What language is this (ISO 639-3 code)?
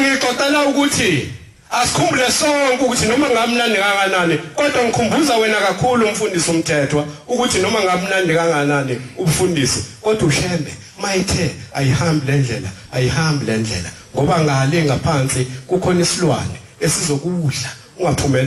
zul